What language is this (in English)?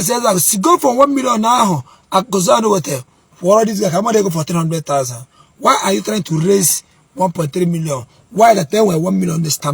Igbo